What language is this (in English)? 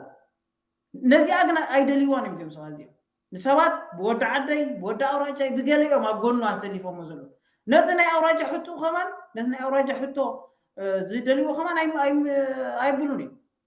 Tigrinya